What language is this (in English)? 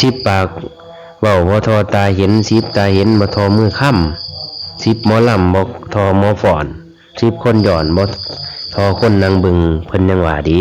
Lao